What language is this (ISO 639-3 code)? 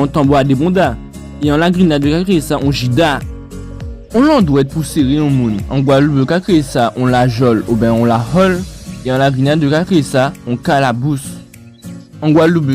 gcf